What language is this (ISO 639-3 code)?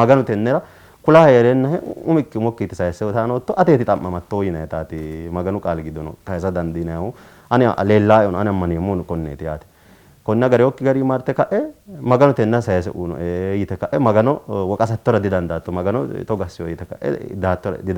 sid